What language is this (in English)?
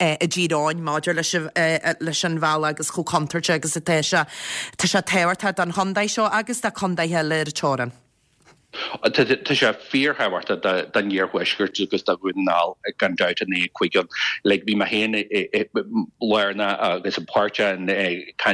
Irish